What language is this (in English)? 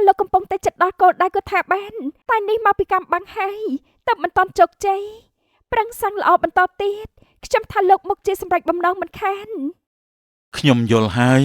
Khmer